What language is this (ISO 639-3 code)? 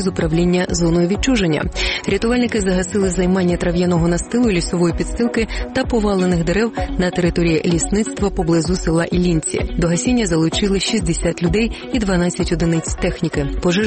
ukr